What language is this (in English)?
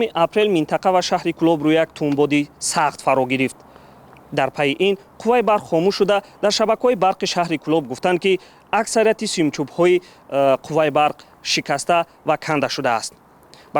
Tajik